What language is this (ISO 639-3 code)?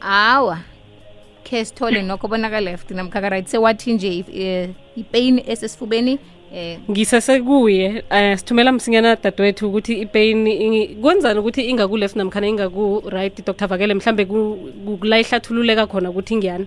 nbl